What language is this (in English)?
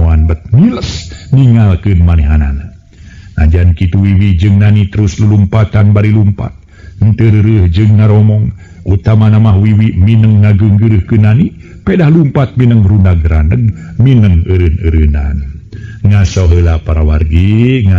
Sundanese